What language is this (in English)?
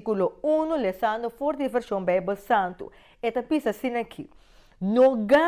Papiamento